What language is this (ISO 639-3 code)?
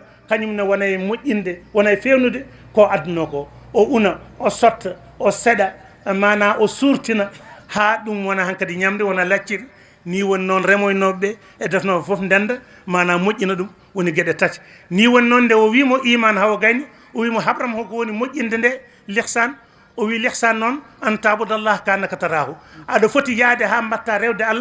ful